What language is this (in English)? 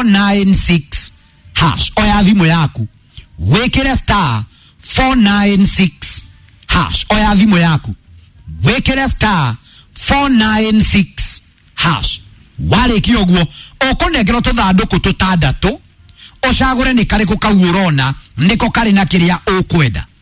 Kikuyu